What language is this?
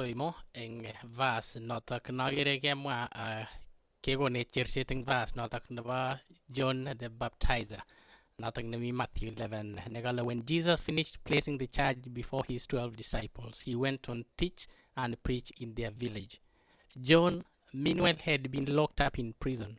Kalenjin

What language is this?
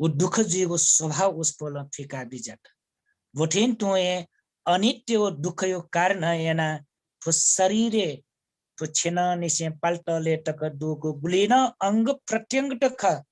Newari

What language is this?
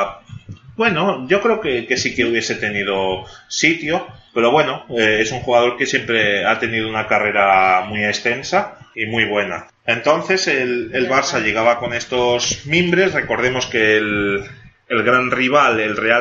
Spanish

